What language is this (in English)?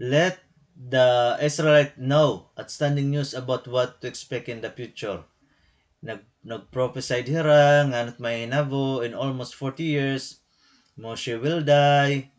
Waray